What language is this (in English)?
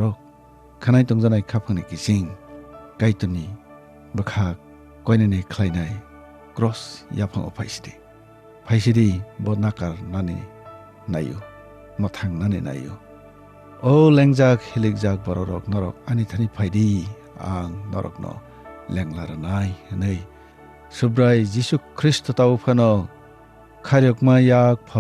Kok Borok